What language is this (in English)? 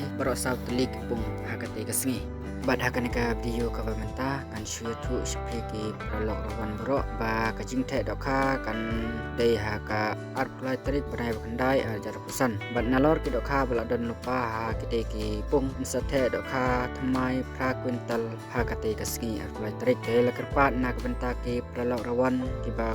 Khasi